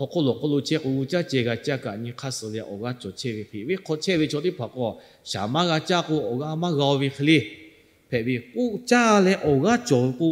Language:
Lahu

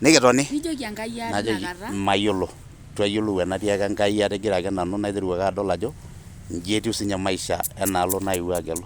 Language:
Masai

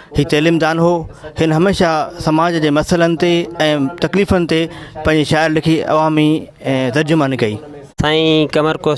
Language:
Sindhi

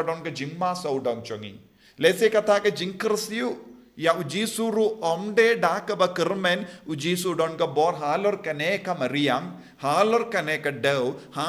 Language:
Khasi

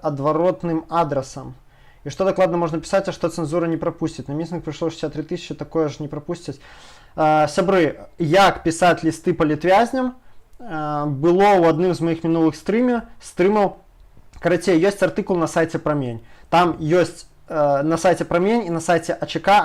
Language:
Belarusian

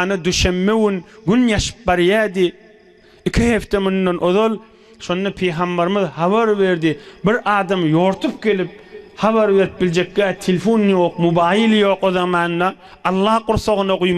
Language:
Turkmen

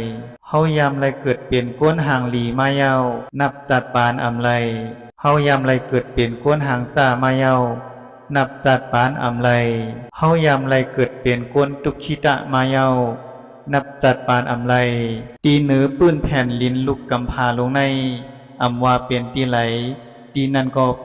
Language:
Shan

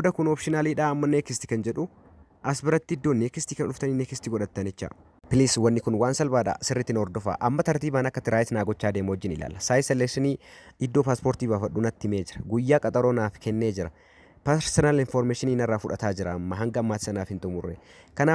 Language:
Oromo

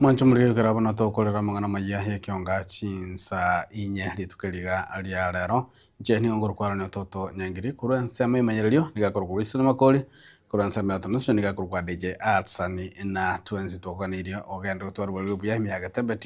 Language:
Gusii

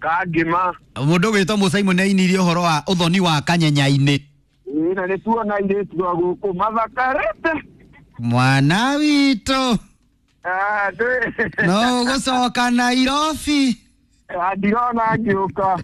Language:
Kikuyu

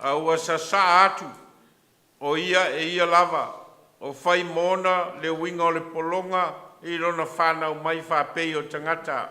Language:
Samoan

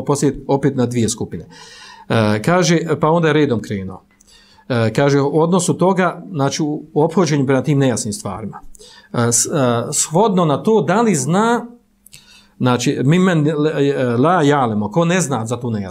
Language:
Bosnian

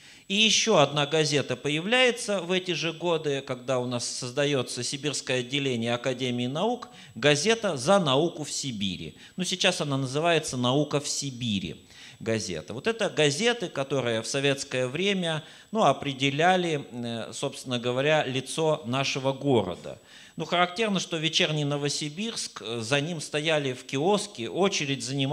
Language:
Russian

